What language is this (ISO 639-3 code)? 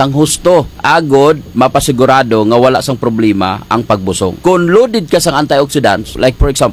hil